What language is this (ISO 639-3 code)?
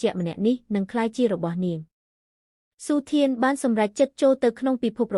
khm